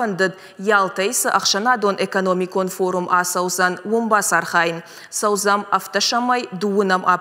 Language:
Ossetic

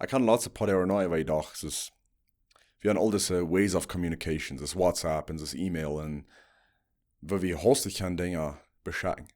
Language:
Plautdietsch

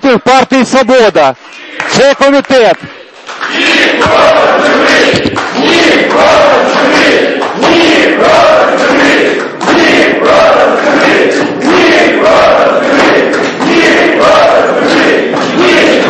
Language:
Ukrainian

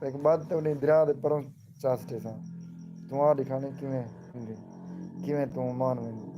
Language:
Saraiki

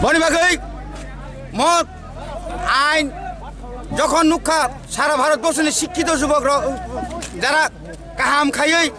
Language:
Kok Borok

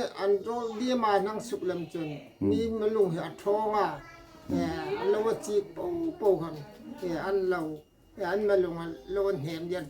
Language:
Hmar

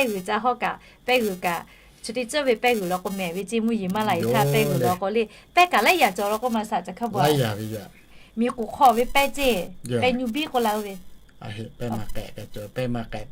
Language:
Lahu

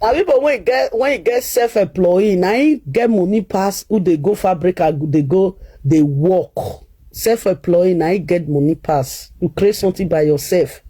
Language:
Nigerian Pidgin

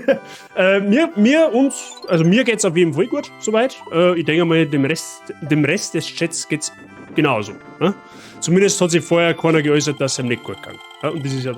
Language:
Bavarian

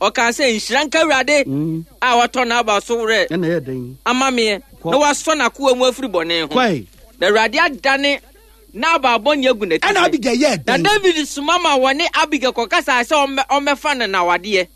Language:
Akan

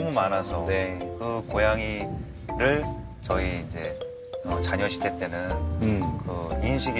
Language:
Korean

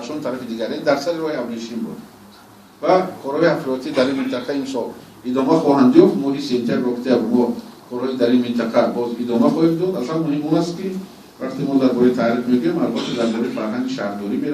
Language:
Tajik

